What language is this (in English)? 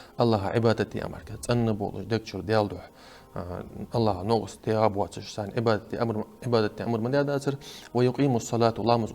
Ingush